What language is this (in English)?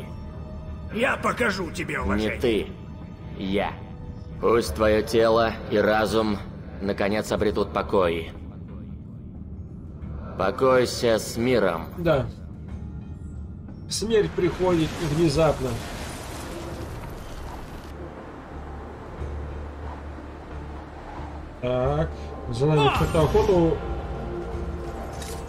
Russian